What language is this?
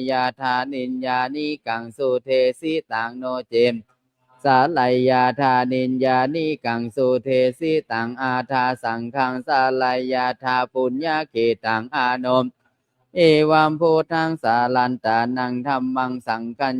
Pali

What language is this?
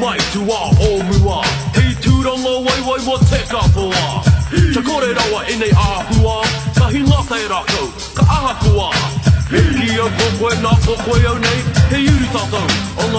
Māori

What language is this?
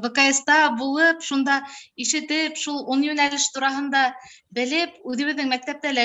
Bashkir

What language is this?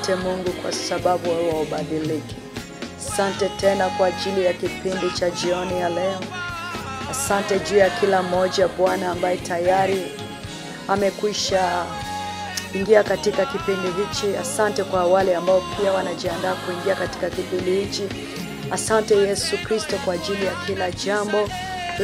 Swahili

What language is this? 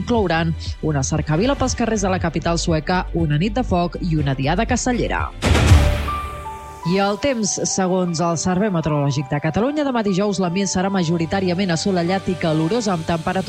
Catalan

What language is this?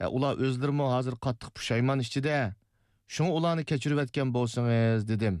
Uyghur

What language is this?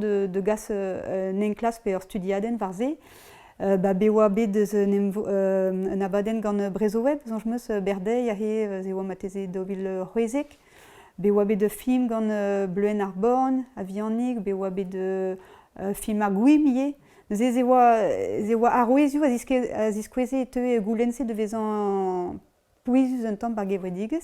Breton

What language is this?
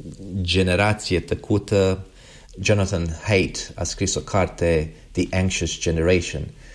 Romanian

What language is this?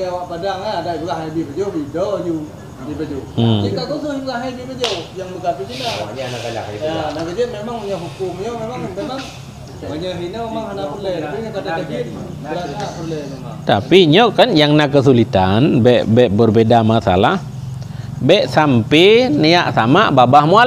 Achinese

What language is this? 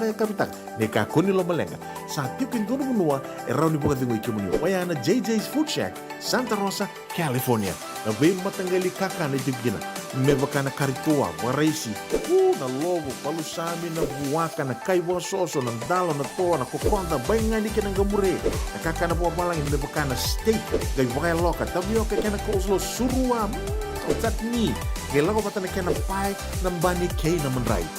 Fijian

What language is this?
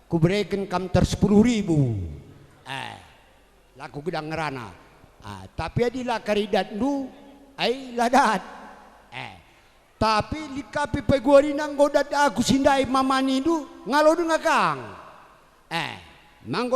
Batak Karo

